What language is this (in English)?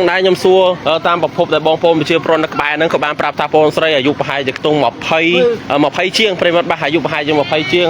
Khmer